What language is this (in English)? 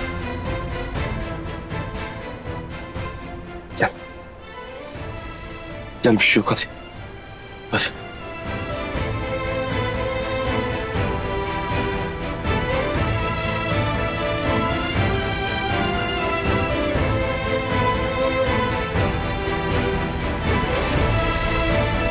Turkish